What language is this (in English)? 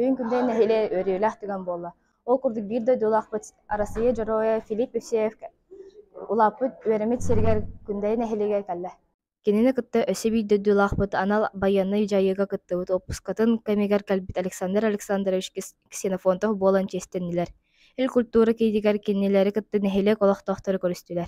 Yakut